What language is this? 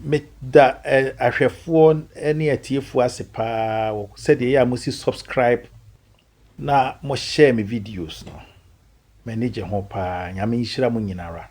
Akan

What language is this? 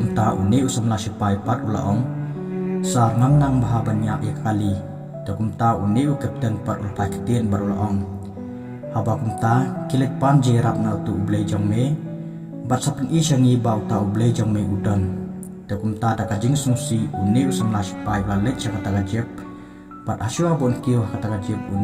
Khasi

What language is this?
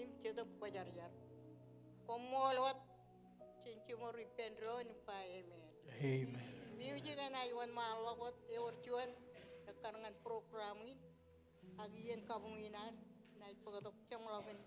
Marshallese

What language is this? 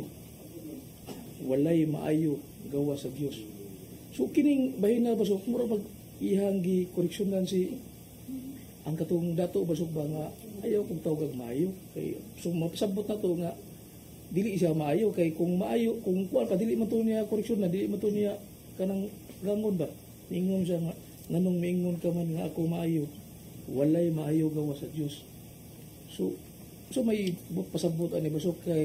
Cebuano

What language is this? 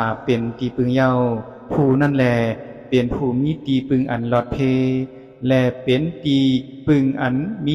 Shan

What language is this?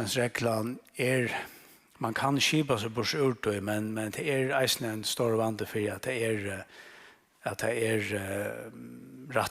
Faroese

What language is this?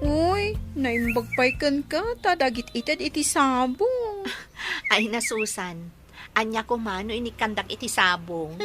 Iloko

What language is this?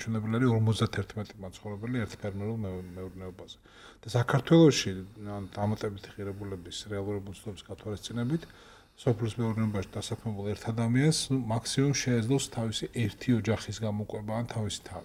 Georgian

